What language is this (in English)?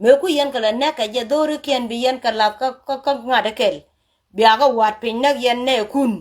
Nuer